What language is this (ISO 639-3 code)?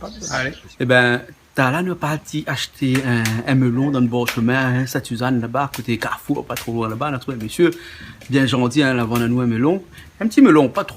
rcf